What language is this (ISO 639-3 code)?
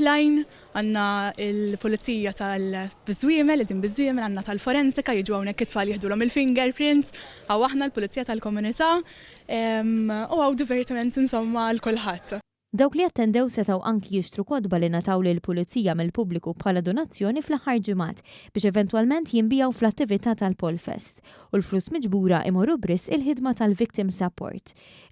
mlt